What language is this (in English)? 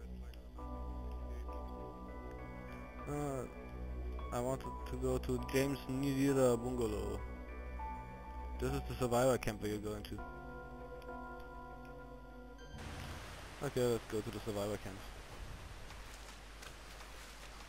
English